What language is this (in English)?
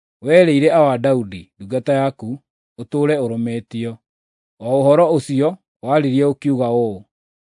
Kikuyu